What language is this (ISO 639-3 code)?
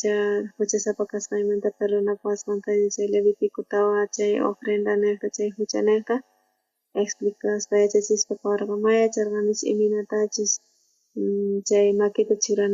quh